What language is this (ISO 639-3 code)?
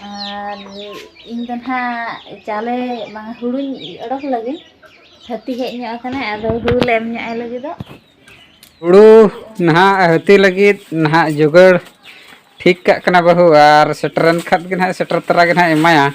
sat